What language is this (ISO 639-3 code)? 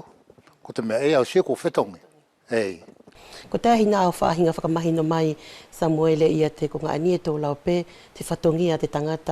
wls